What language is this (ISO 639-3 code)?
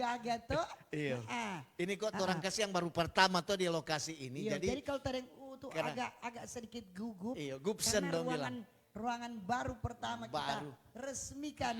xmm